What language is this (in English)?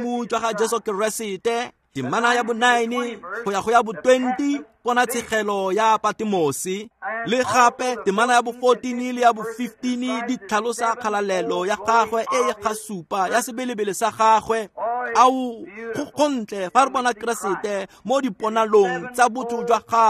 Tswana